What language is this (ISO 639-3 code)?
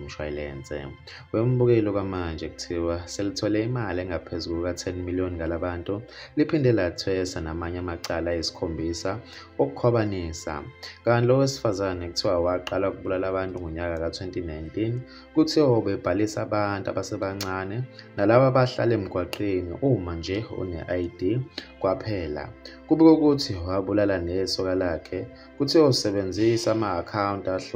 zul